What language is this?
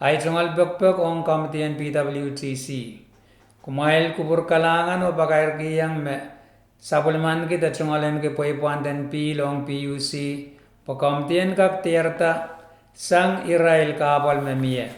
Pohnpeian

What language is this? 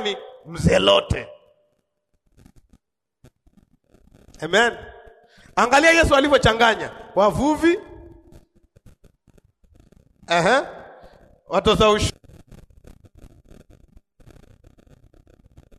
Swahili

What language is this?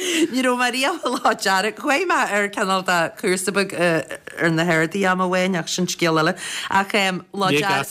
Irish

